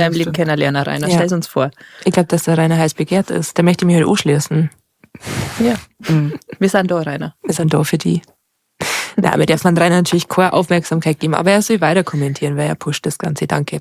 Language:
Bavarian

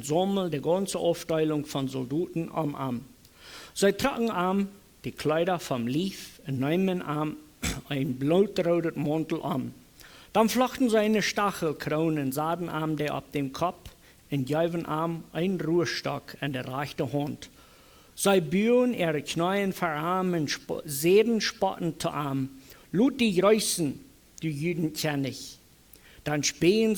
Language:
Plautdietsch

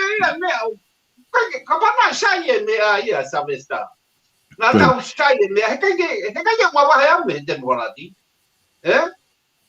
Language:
Tongan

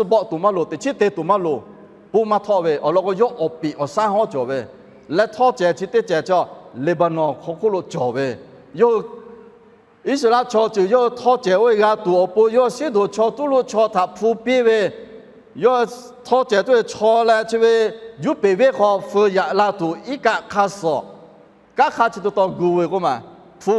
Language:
Lahu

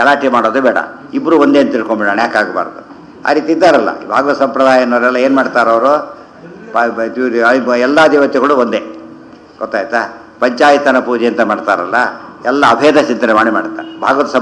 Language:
Kannada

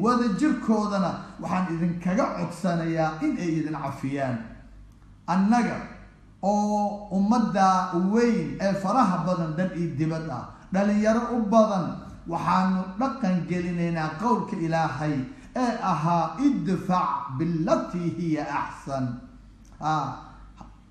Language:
Somali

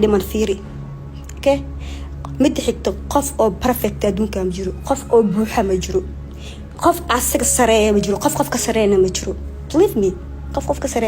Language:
Somali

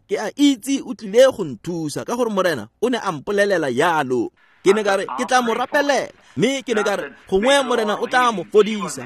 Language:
Tswana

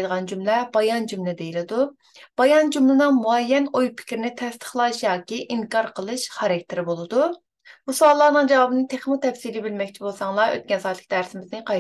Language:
Uyghur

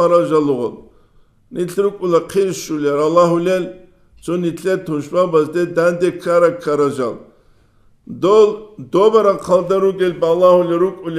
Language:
Avaric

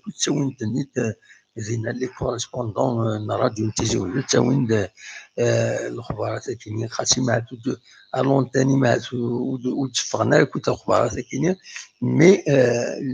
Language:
Kabyle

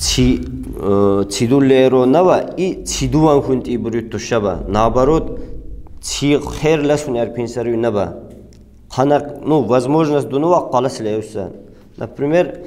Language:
Lak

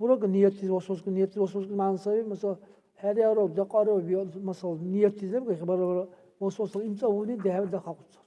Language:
Dargwa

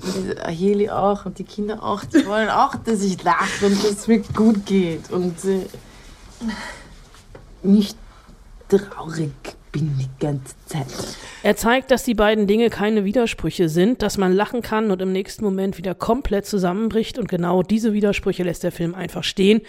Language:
German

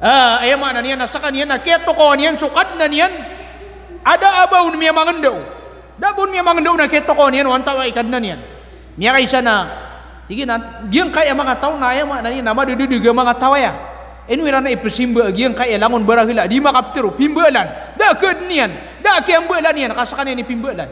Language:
Maranao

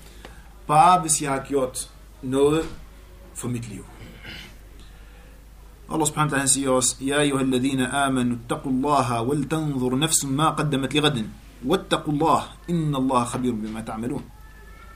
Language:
Danish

